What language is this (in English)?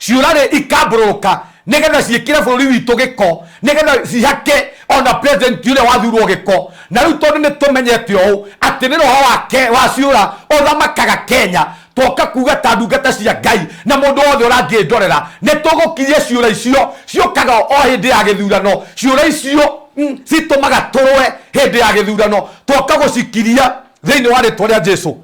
Kikuyu